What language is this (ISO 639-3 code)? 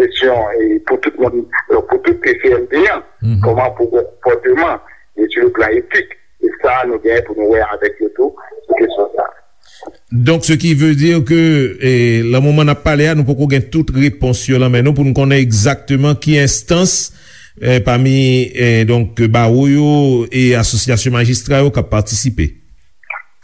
hat